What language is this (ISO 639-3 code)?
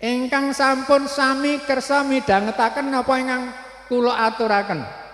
jav